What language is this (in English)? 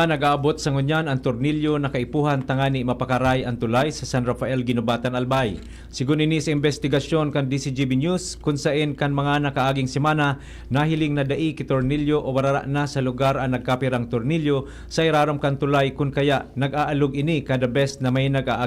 Bikol